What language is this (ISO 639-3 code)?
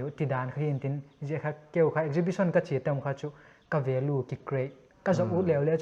pck